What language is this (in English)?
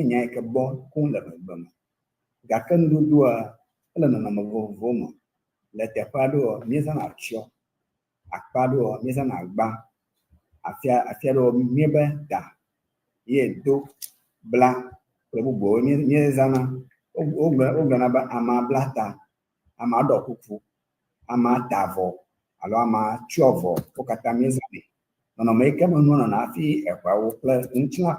Ewe